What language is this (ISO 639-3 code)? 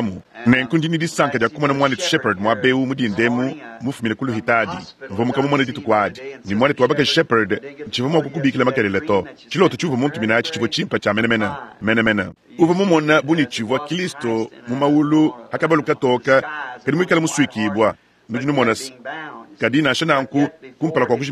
lua